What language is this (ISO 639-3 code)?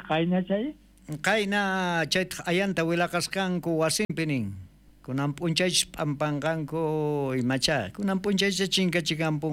quh